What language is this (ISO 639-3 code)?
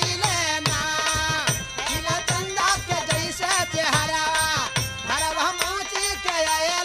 bho